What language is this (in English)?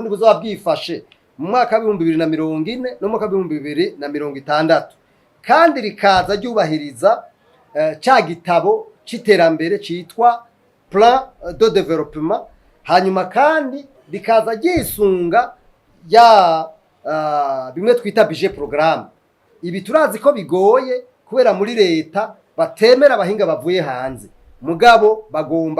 Rundi